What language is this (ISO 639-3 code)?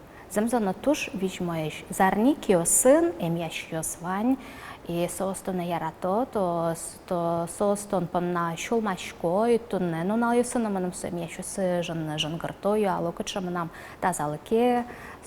udm